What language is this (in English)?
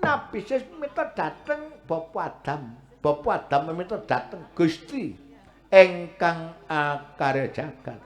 Javanese